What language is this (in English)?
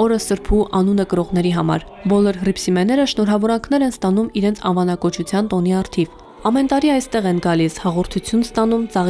Armenian